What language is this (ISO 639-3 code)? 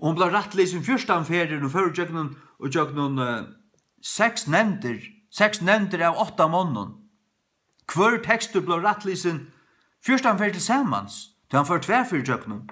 fao